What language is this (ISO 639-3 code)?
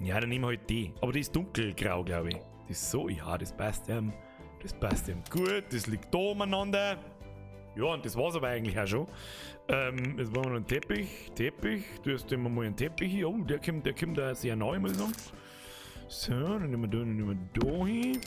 bar